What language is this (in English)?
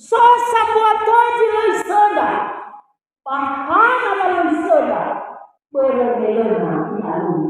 Nias